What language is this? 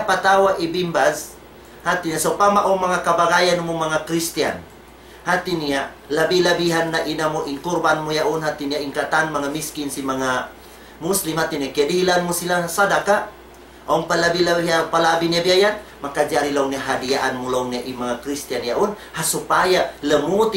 Tausug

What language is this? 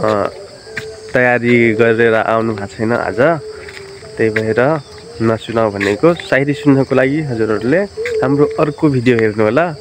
Nepali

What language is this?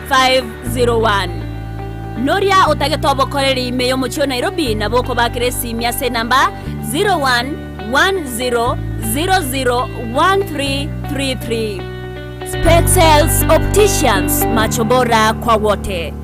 Gusii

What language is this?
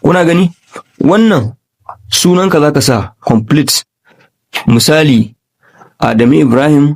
Hausa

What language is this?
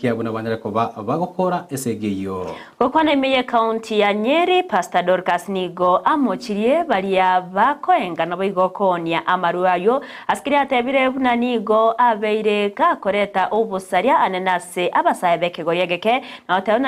Gusii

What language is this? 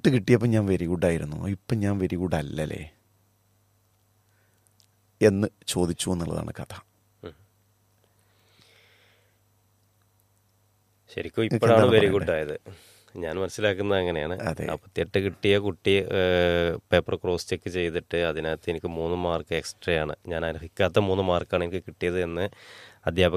Malayalam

